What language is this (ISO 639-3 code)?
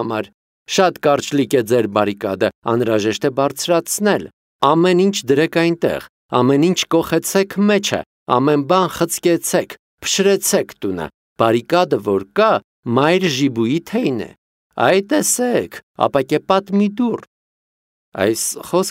hye